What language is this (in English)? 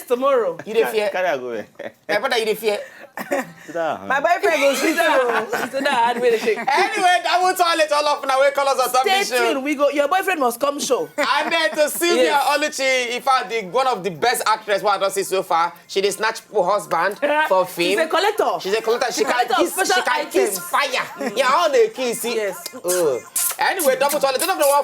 Nigerian Pidgin